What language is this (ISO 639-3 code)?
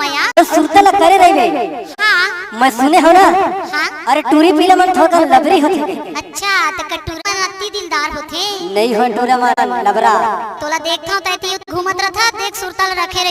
hne